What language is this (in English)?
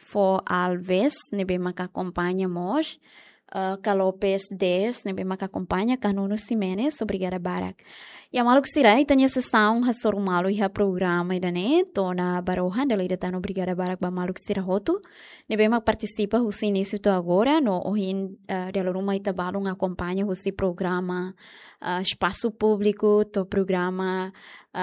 Tetum